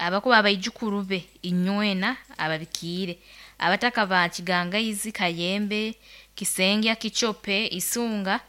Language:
Nyoro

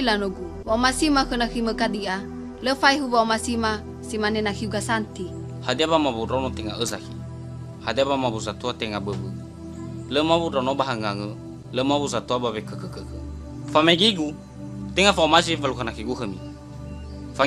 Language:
Nias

